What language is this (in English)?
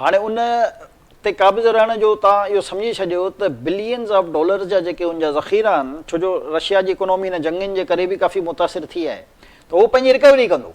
Sindhi